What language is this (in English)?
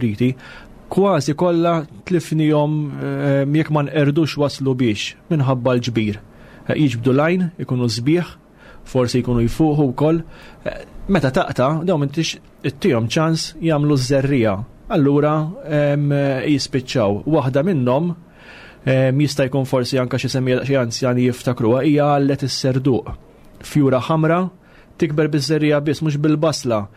Maltese